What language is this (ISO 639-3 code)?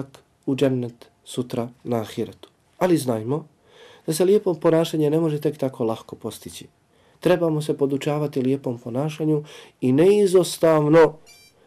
bos